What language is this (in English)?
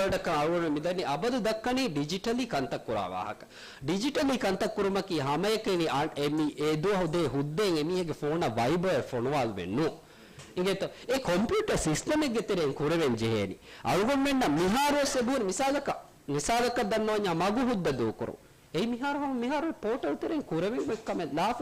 Divehi